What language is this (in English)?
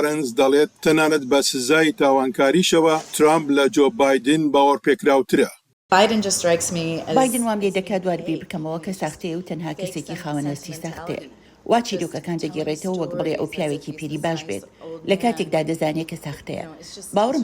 Central Kurdish